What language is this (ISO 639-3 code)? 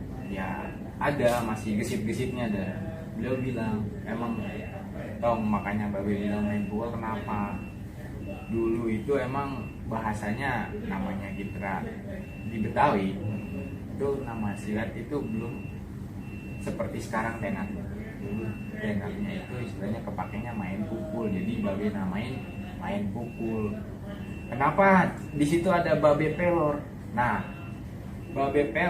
bew